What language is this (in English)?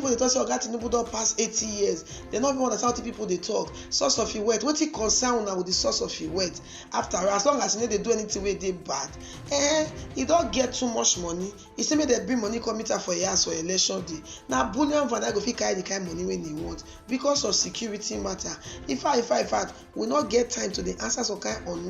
Nigerian Pidgin